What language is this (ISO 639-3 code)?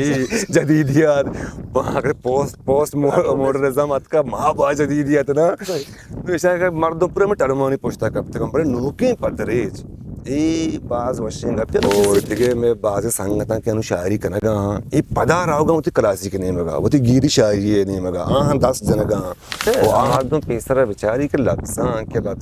bgp